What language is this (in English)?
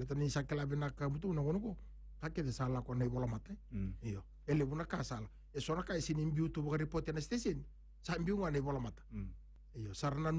Fijian